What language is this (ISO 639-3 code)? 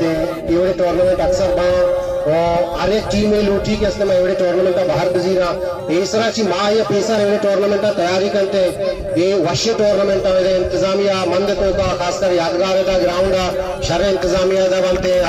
bal